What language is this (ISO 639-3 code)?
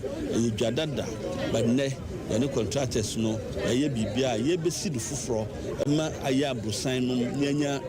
aka